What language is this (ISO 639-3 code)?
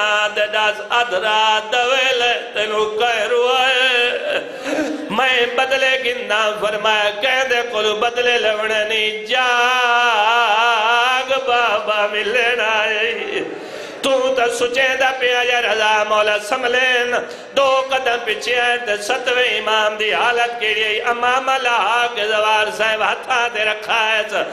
skr